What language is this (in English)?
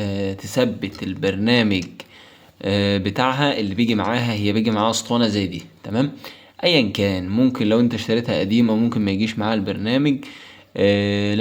Egyptian Arabic